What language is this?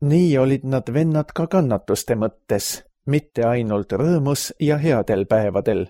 Estonian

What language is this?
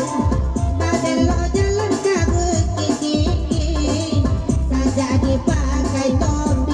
Minangkabau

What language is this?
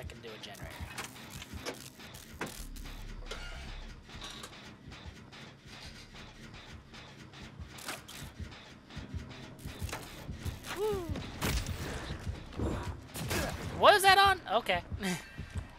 English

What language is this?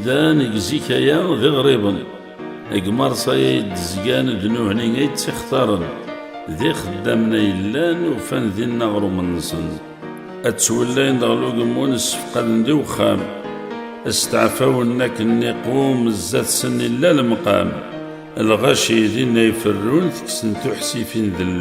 Kabyle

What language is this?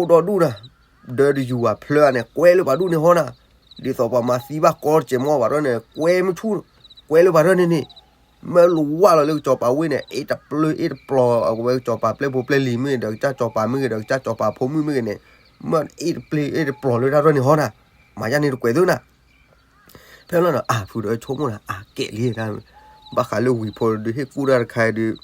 S'gaw Karen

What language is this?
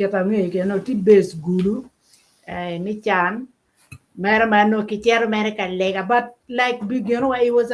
Acoli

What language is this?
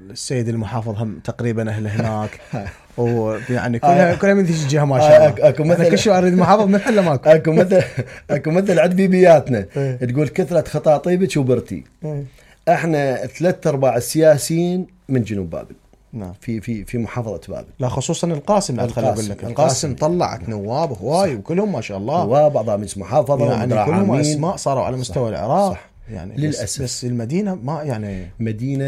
Mesopotamian Arabic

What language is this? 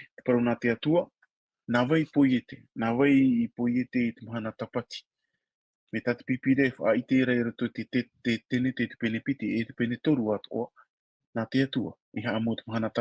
Tahitian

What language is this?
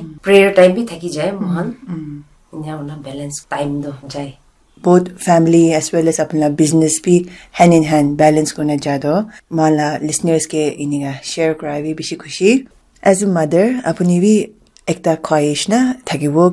Naga Pidgin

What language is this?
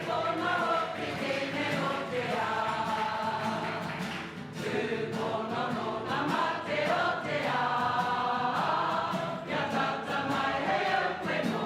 Māori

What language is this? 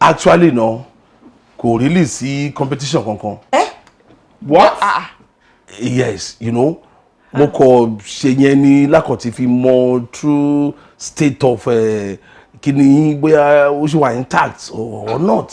Yoruba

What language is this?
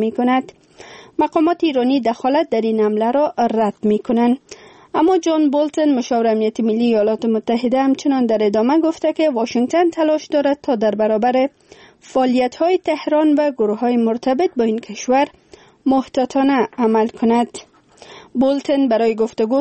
Persian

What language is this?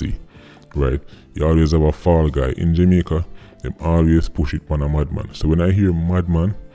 Jamaican Creole English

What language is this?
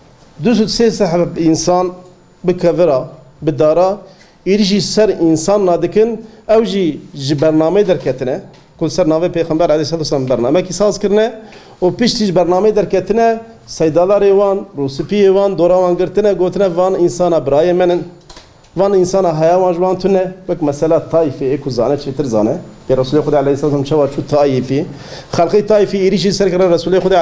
Kurdish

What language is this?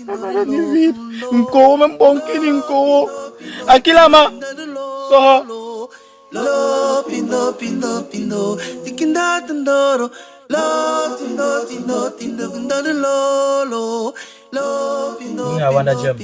Basaa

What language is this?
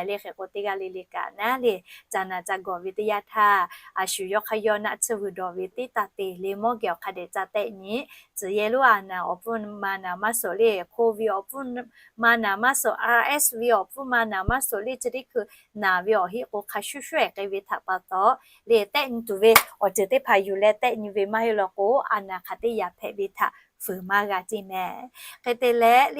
Lahu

